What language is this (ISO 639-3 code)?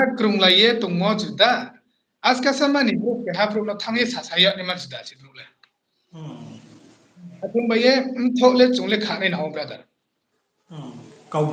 ria